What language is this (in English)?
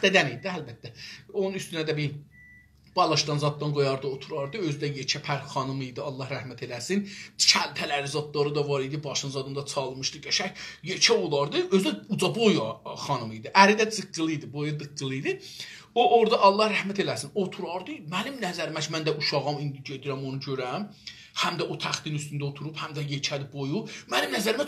South Azerbaijani